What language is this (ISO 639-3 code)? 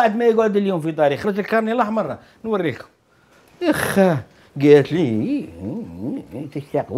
arq